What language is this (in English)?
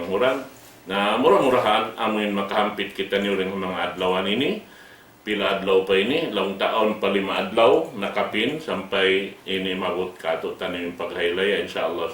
Tausug